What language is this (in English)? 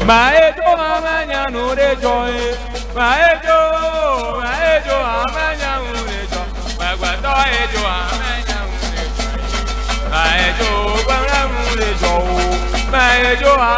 Ewe